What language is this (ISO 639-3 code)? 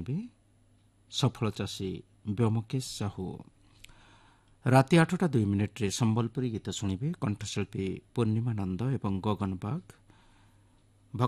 ori